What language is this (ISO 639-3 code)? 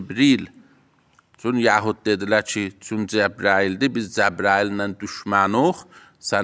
aze